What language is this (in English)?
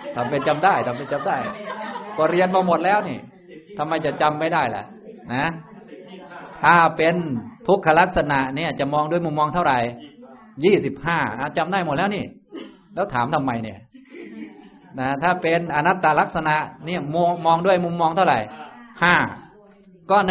Thai